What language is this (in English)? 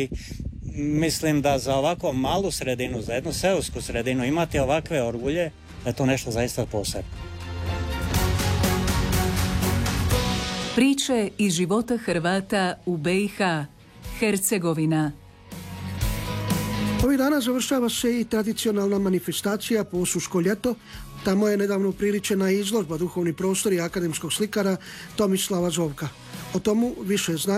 Croatian